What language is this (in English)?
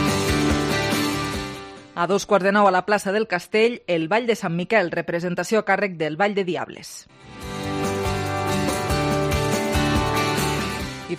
Catalan